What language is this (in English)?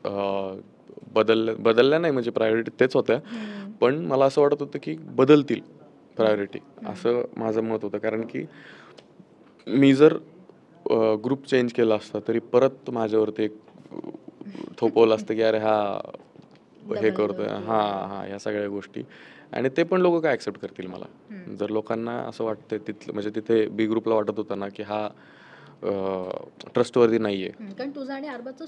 Marathi